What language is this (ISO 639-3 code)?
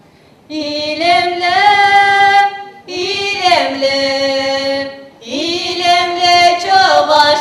rus